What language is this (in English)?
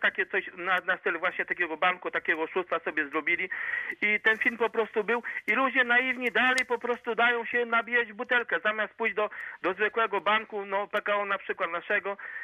Polish